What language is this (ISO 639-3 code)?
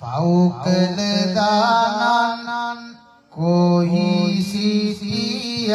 sin